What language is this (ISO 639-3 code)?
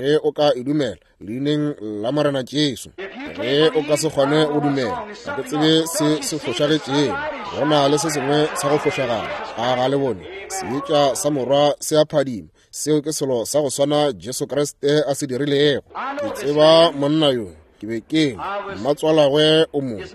nso